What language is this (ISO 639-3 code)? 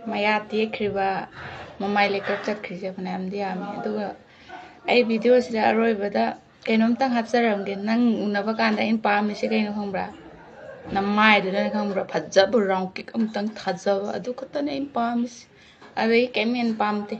mni